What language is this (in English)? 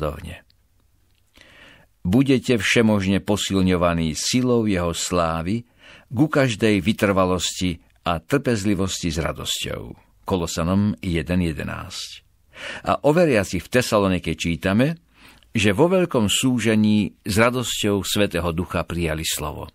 Slovak